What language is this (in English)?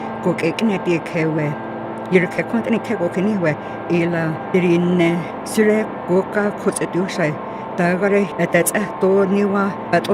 North Slavey